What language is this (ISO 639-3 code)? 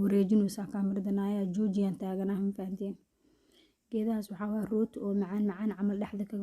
som